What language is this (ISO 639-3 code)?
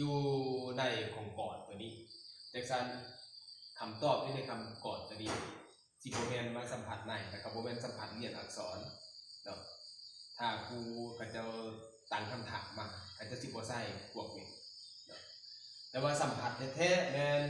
lao